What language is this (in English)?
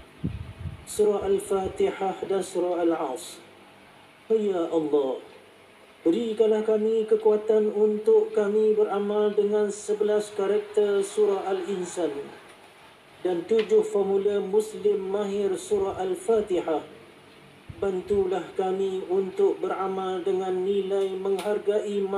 Malay